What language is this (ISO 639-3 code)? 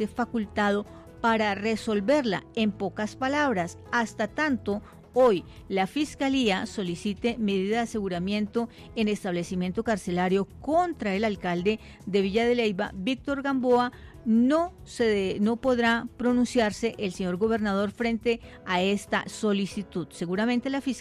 spa